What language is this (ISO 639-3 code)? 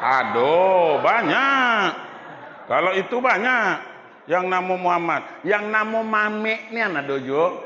min